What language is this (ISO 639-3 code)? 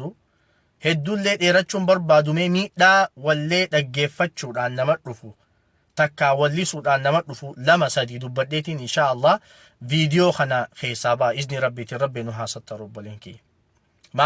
orm